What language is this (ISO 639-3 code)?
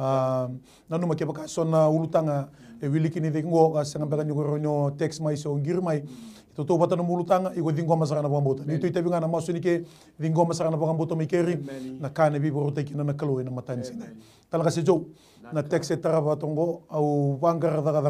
fij